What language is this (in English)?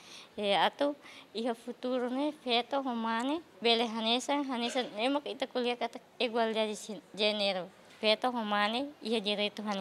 Tetum